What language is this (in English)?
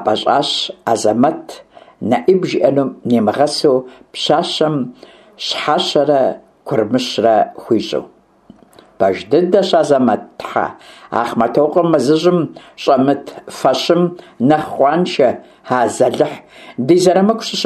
Kabardian